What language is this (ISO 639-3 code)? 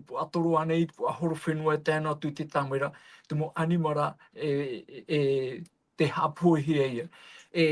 tah